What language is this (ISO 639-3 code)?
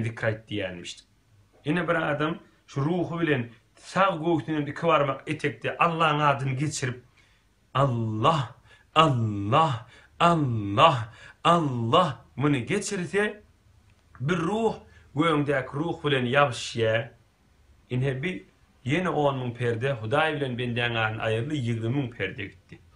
tuk